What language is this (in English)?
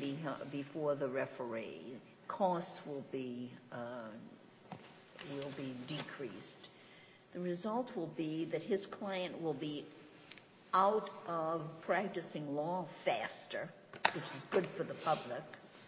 English